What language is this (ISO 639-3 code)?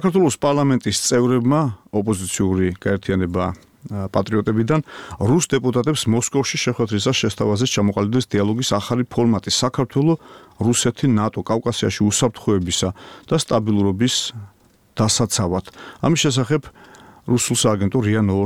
kat